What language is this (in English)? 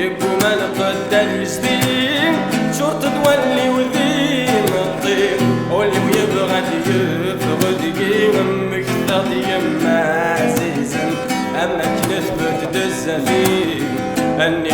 Kabyle